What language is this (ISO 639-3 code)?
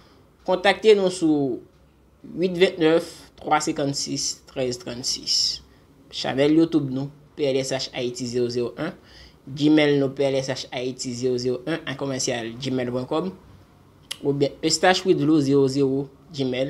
hat